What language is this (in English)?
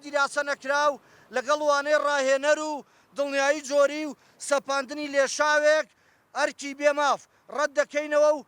Central Kurdish